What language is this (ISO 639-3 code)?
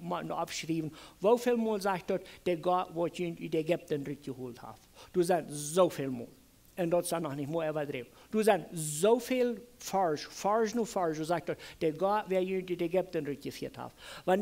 pdt